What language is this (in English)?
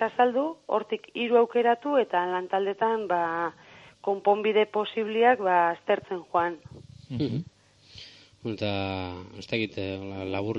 Basque